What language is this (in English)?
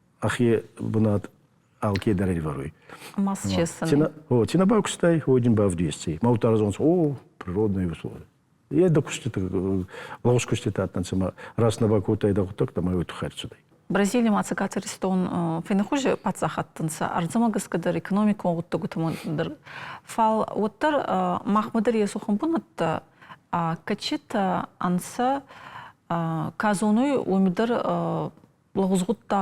Ossetic